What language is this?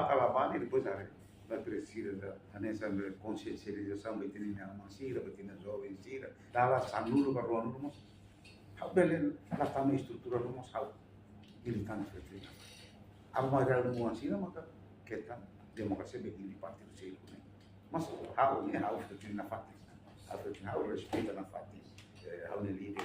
Tetum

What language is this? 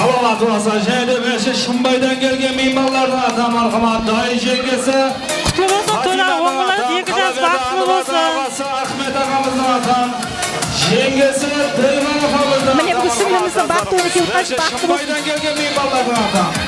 Kara-Kalpak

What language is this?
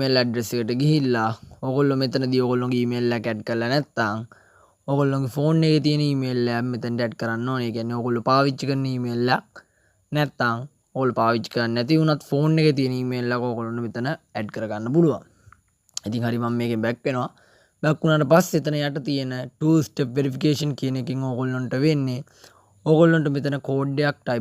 Sinhala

